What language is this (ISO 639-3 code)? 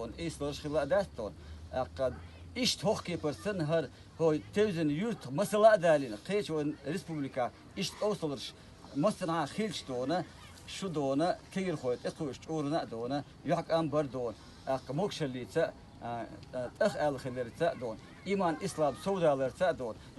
che